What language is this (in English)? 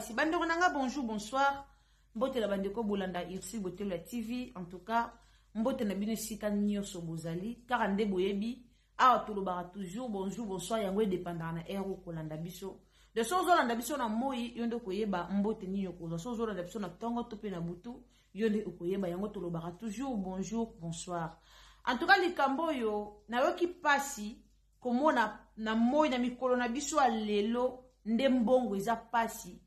Lingala